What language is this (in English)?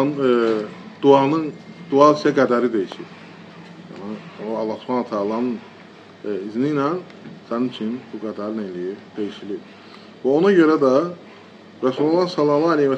Azerbaijani